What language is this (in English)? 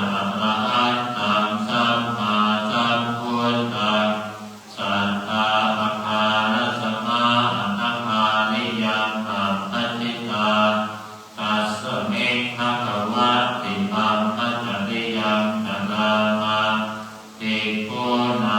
Pali